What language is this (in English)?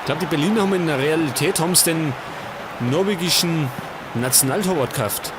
Bavarian